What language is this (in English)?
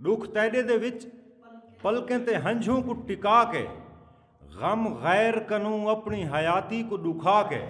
Saraiki